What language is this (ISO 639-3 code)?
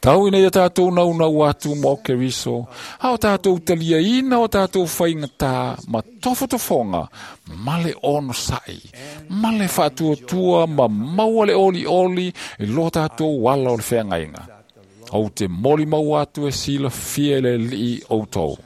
smo